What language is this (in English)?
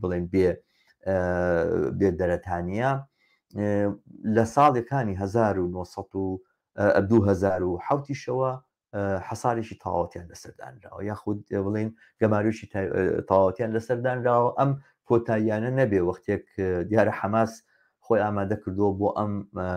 Central Kurdish